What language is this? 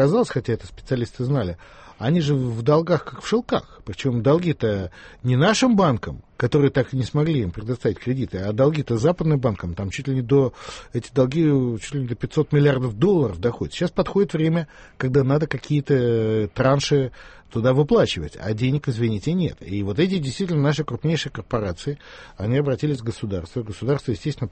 Russian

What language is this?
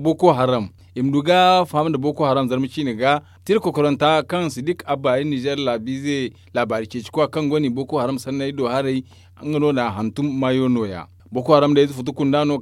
Zarma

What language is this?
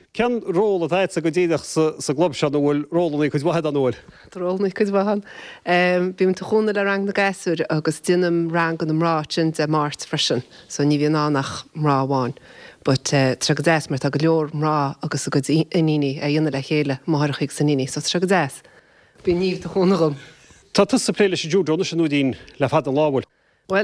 Irish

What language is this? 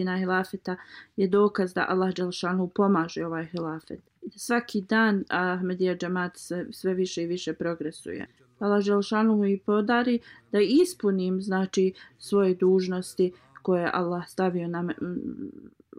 Bosnian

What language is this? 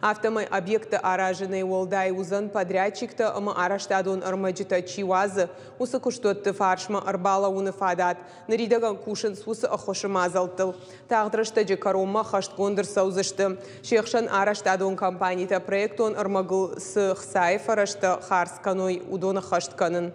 Ossetic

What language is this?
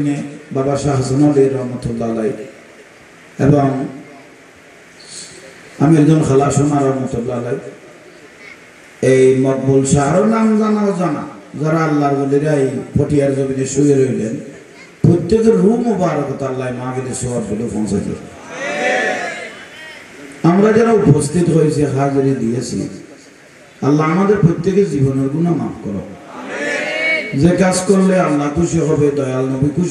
Bangla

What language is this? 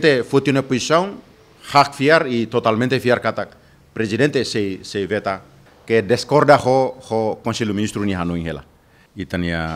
Tetum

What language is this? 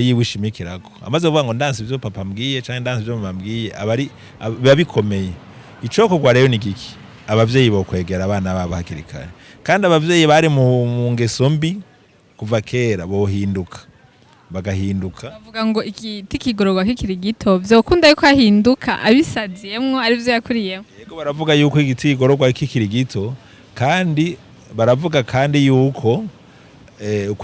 Rundi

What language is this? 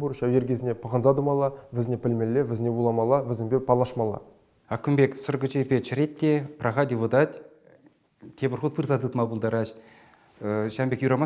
Chuvash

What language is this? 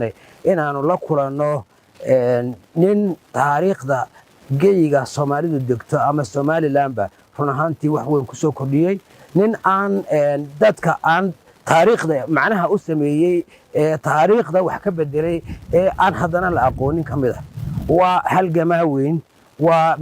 Somali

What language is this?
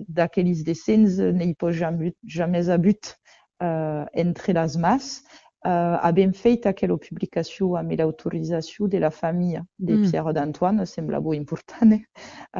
Occitan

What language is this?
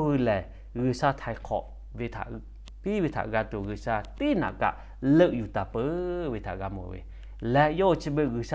Lahu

